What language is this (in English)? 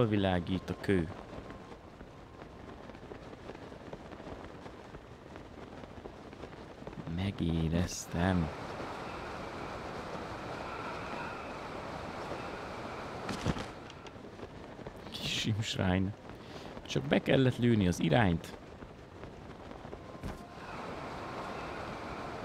Hungarian